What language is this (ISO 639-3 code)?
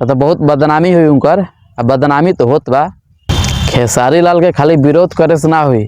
bho